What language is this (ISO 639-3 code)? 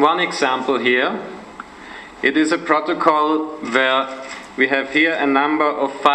bul